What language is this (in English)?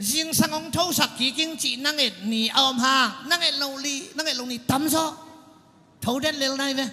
Tedim Chin